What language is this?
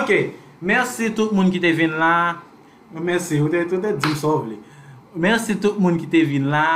Haitian Creole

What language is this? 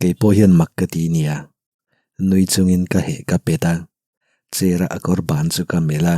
Mizo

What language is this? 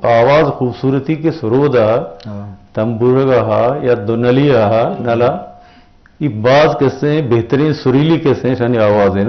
Eastern Balochi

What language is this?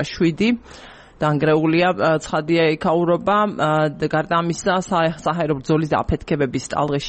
Georgian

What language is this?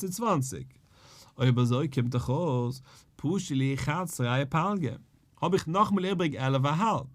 Yiddish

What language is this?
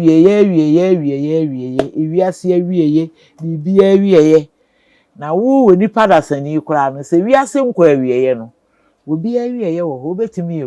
Akan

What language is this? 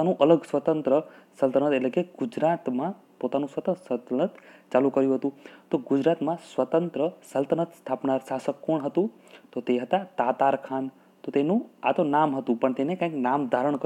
Gujarati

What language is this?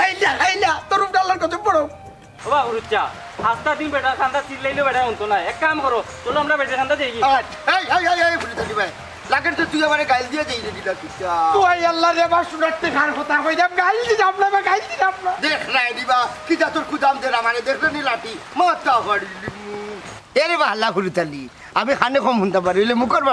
Sylheti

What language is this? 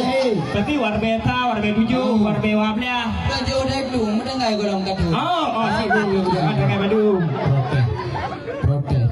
Achinese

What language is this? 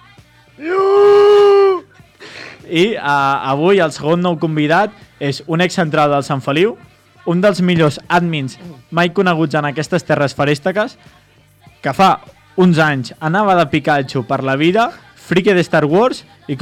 Catalan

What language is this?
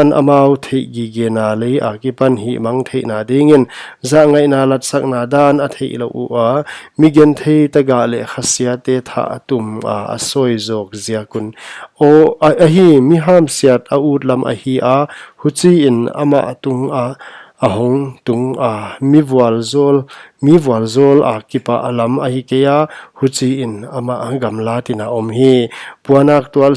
Paite Chin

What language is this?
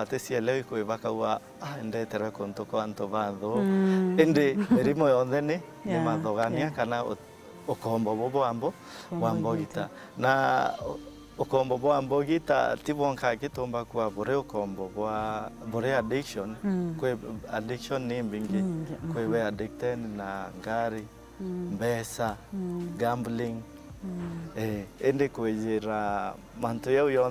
Meru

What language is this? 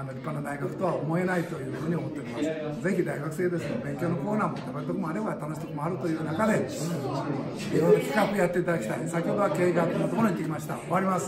Japanese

